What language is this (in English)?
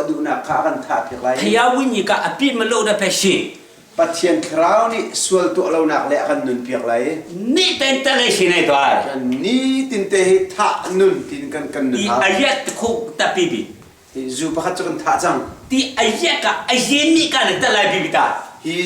Hakha Chin